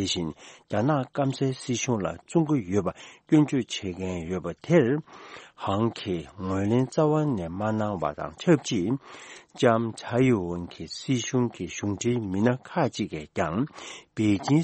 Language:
Tibetan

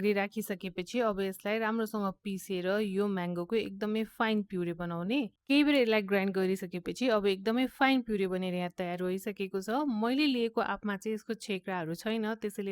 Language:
Nepali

